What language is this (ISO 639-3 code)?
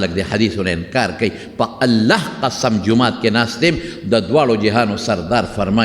pus